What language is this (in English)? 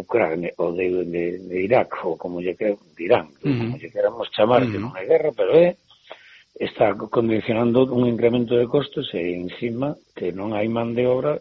Galician